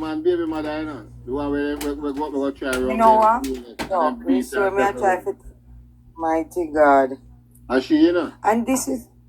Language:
Jamaican Creole English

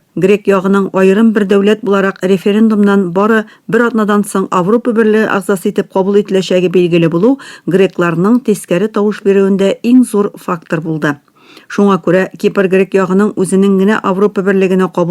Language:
Tatar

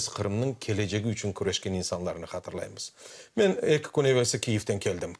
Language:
Crimean Tatar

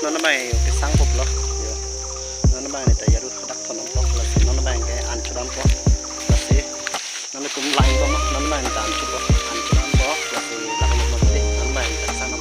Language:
Karbi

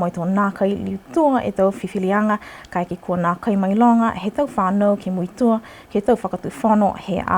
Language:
Niuean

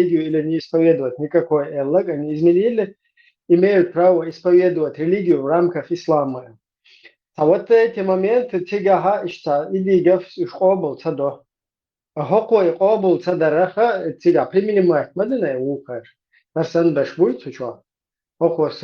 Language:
Chechen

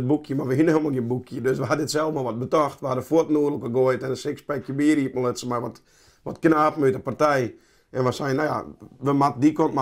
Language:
Western Frisian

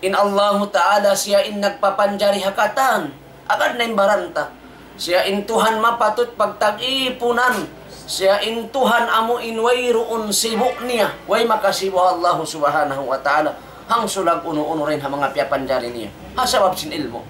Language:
Tausug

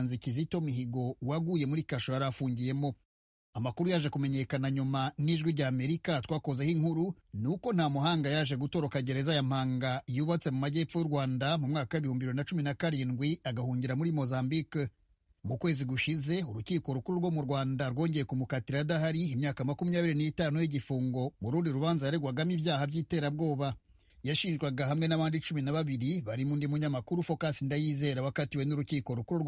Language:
Kinyarwanda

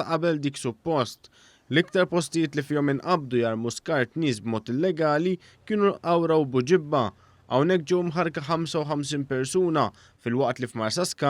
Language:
Maltese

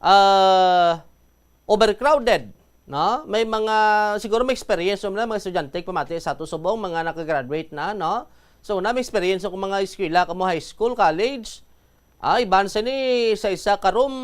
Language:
Hiligaynon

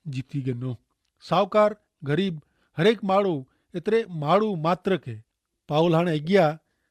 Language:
Kachhi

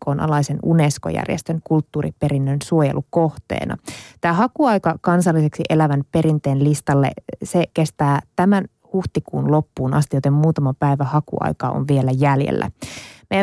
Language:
Finnish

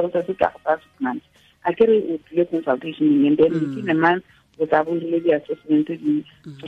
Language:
Tswana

